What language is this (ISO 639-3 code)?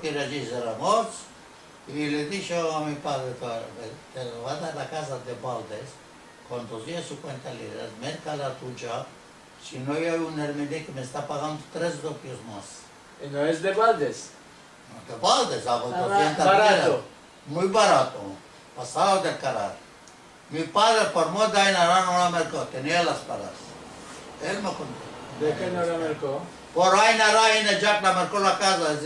lad